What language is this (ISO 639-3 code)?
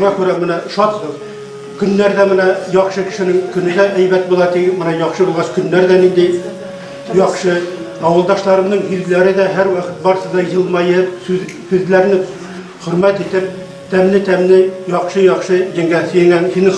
bak